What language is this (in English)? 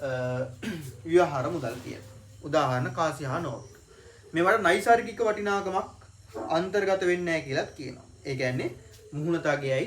Sinhala